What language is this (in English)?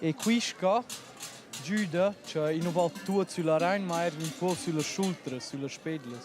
Romansh